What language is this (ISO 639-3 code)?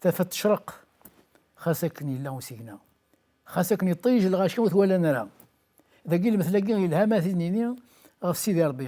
kab